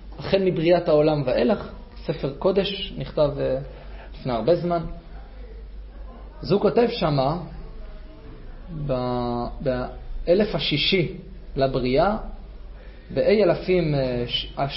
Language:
Hebrew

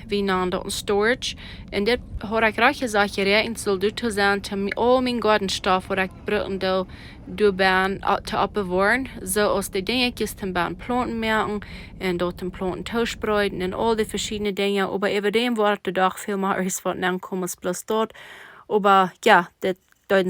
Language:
Plautdietsch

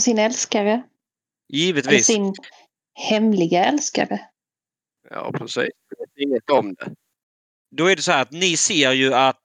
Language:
Swedish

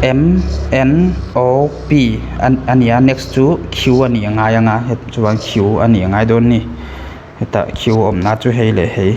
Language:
Mizo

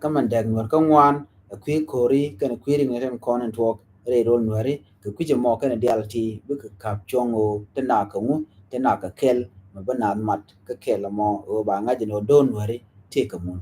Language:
Nuer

